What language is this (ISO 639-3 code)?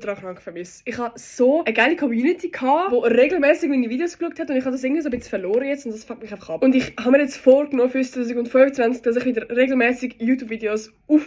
gsw